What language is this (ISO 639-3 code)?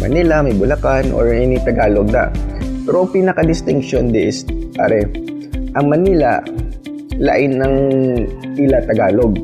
hil